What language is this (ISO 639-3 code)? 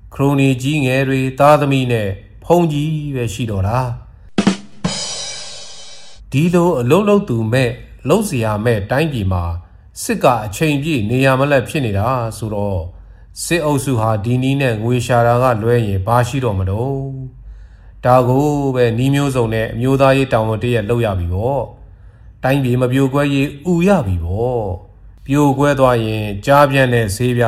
mya